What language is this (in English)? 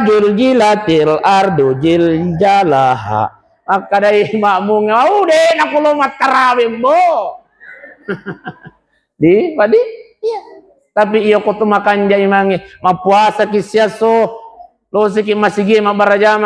Buginese